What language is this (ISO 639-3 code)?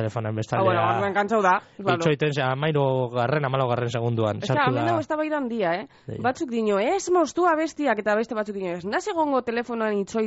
eus